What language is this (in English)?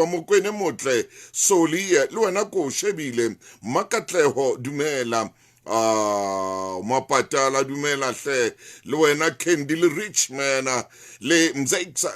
Southern Sotho